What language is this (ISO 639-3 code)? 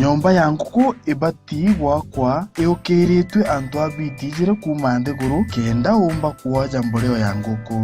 mer